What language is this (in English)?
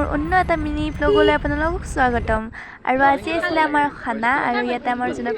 Assamese